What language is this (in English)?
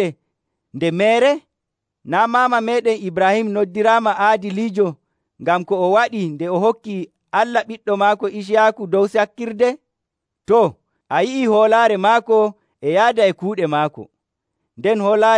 Nigerian Fulfulde